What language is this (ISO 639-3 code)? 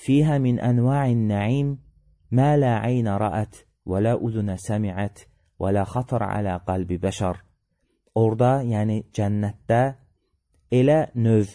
aze